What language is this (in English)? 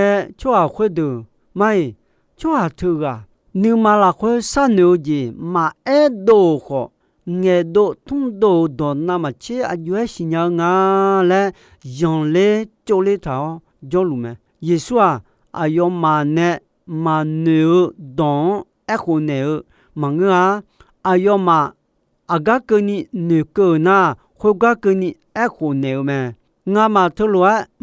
Akha